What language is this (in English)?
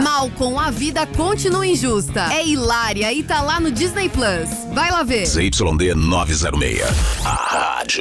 Portuguese